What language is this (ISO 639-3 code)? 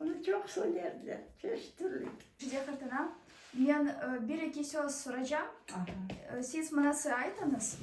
crh